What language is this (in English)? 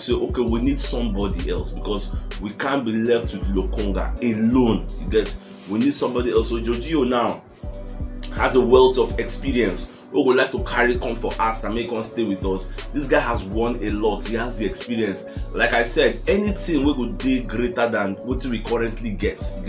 Nigerian Pidgin